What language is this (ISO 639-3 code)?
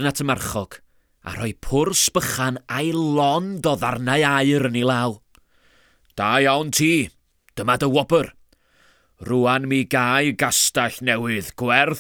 cym